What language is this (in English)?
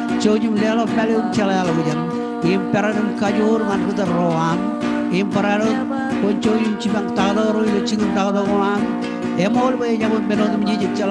Marshallese